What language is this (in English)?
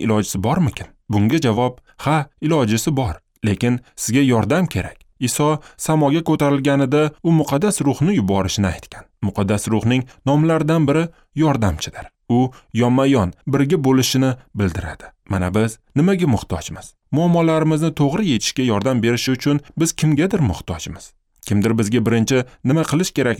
Uzbek